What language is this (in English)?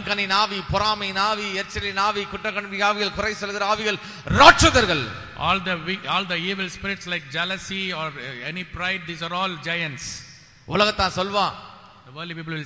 Tamil